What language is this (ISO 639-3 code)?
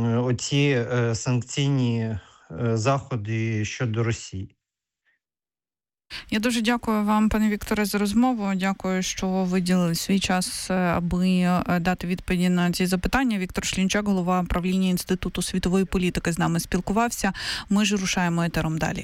ukr